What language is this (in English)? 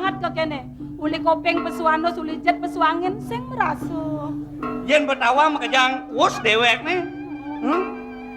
Balinese